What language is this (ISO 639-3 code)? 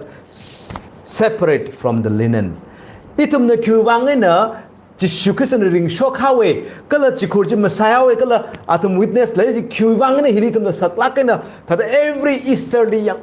nmf